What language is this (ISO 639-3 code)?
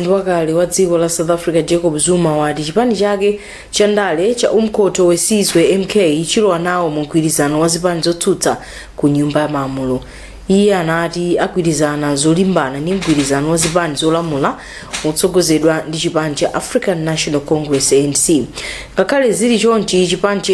nya